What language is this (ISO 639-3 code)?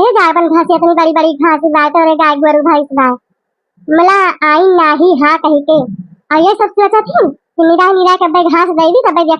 awa